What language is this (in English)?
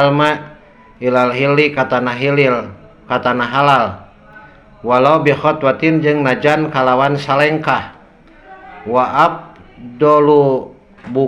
Sundanese